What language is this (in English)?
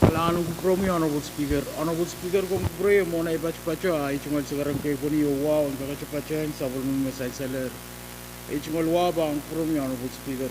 Pohnpeian